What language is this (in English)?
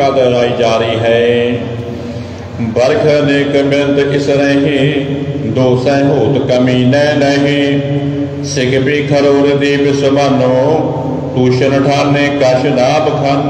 Punjabi